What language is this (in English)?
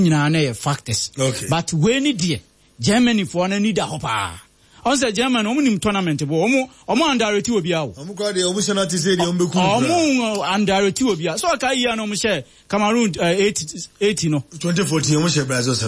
Akan